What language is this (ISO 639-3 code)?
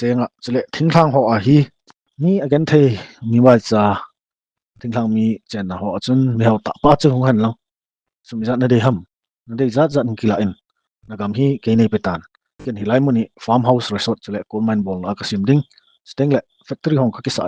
tcz